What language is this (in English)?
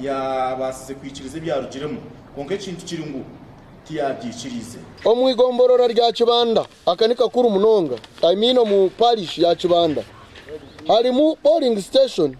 Nyankole